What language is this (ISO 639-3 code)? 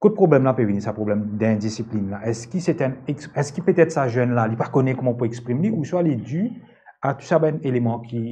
mfe